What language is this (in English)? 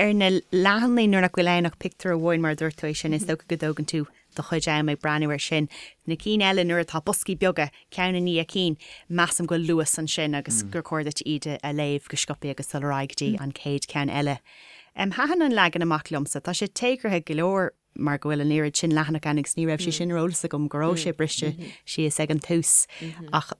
Irish